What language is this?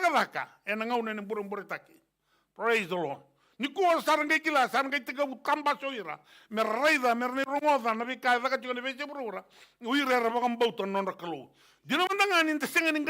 Fijian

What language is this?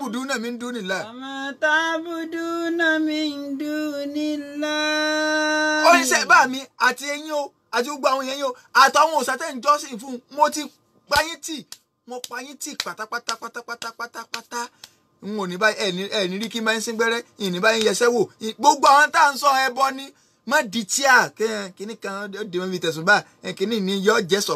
Yoruba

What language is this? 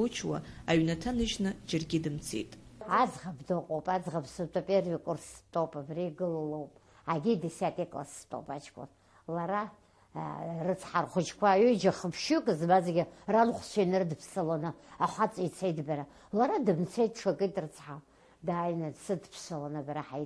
Abkhazian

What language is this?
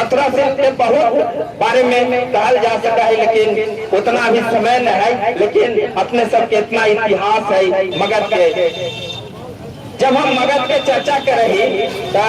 Magahi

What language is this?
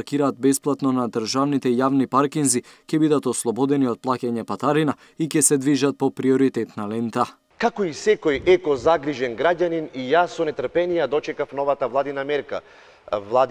Macedonian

